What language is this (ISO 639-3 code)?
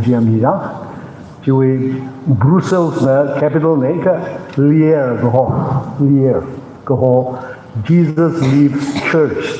nmf